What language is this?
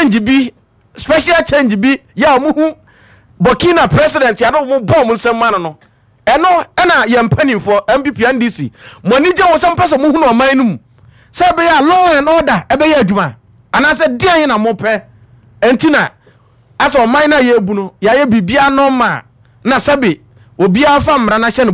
Akan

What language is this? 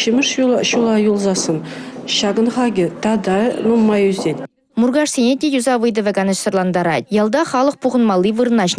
Chuvash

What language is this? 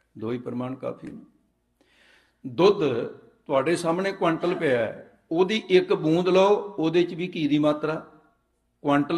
Punjabi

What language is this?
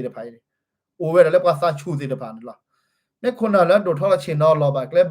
S'gaw Karen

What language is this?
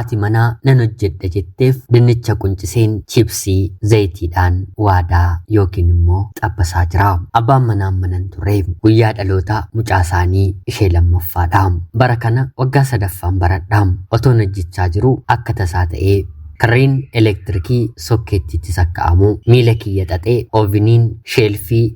Oromo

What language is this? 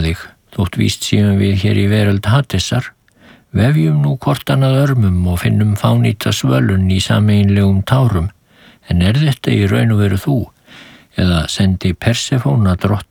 Icelandic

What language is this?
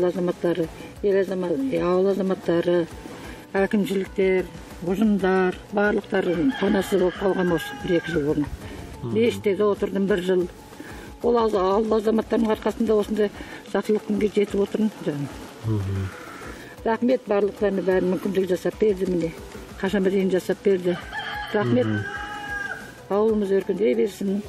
Kazakh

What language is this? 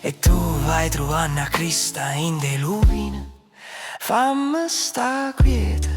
Neapolitan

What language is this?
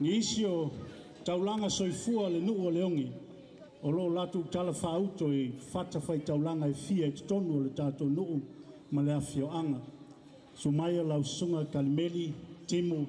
Samoan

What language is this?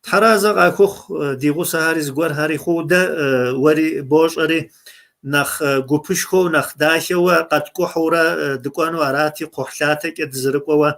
Kabardian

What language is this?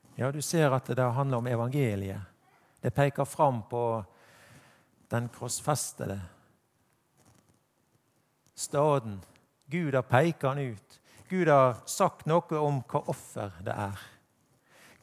Norwegian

